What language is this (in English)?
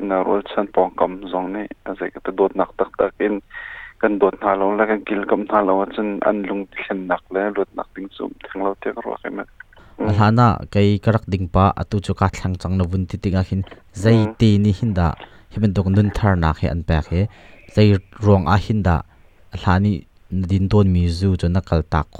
Hakha Chin